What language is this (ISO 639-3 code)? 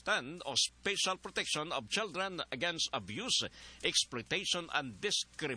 fil